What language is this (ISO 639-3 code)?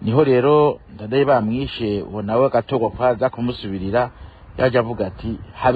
run